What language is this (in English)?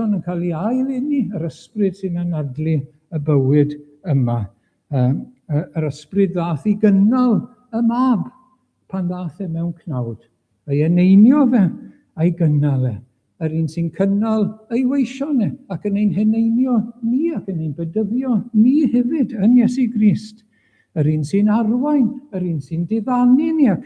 Welsh